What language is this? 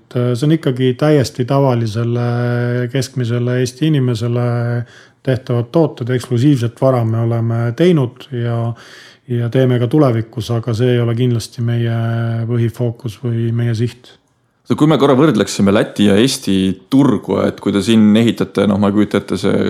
Estonian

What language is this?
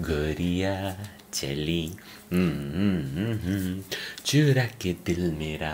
Sanskrit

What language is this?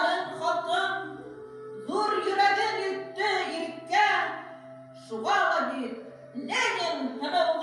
Bashkir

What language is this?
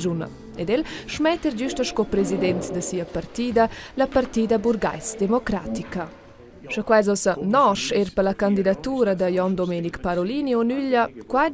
Romansh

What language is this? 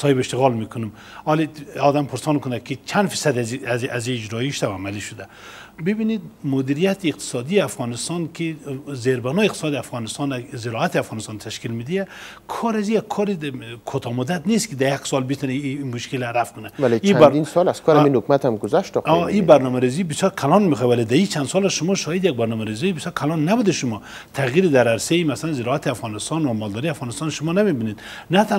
Persian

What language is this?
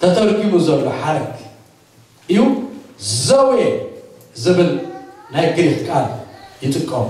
Tigrinya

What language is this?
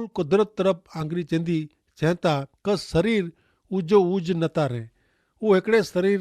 Kachhi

